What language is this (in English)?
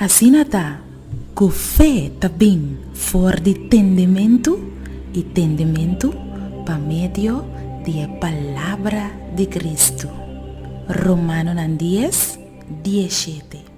Papiamento